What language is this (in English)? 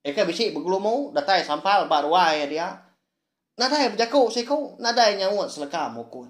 Iban